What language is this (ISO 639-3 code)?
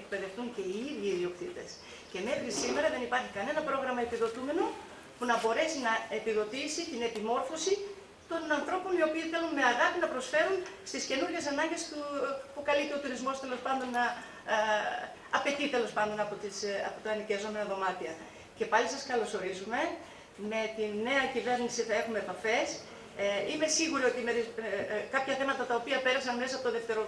ell